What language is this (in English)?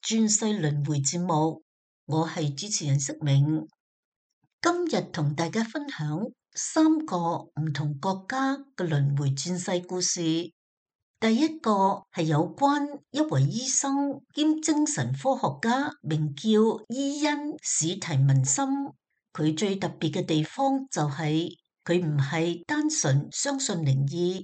Cantonese